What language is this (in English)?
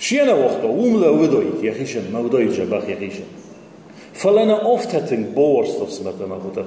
Ossetic